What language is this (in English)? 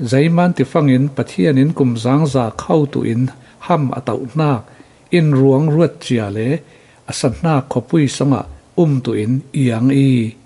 Falam Chin